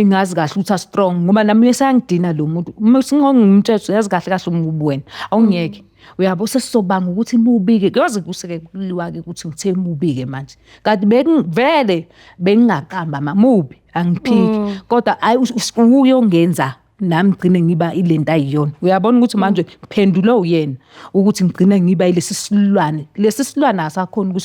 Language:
Zulu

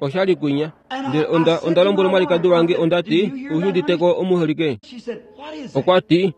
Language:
Kuanyama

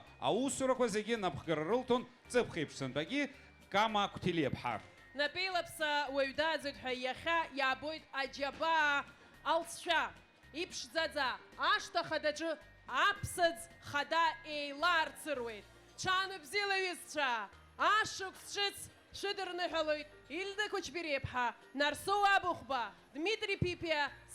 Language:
Abkhazian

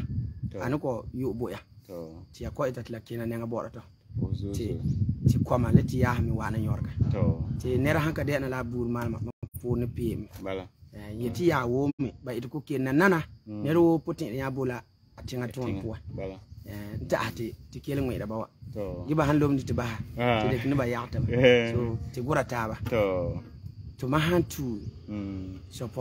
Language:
Frafra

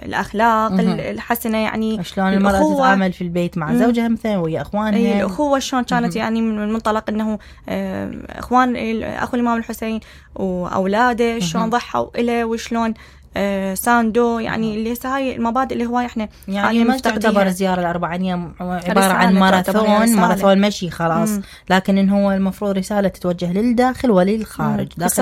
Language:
Mesopotamian Arabic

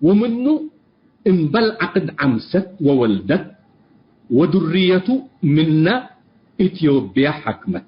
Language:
Tigre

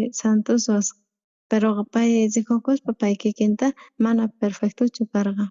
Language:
South Bolivian Quechua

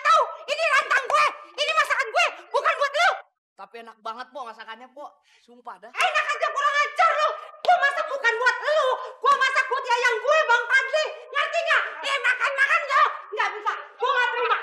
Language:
Betawi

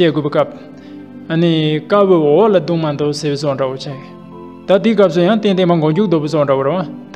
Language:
Tibetan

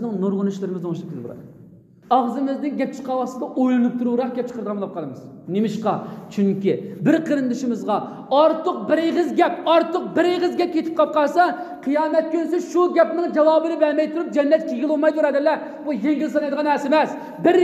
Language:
Uyghur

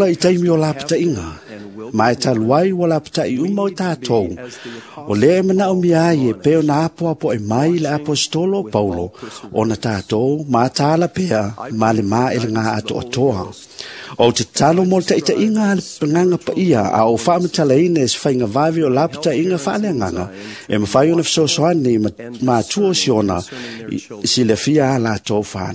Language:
Samoan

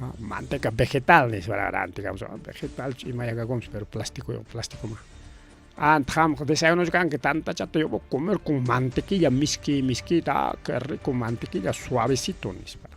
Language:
Ayacucho Quechua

